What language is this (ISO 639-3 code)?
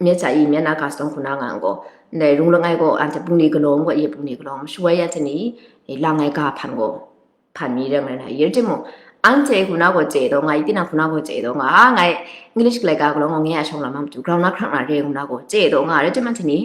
kac